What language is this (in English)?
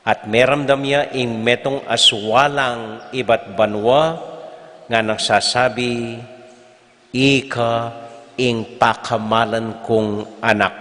Pampanga